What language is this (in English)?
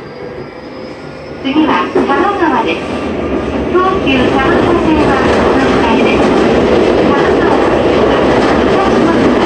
Japanese